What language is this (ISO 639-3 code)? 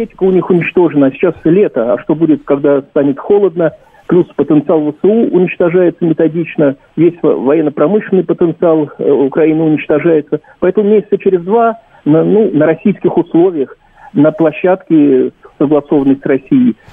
rus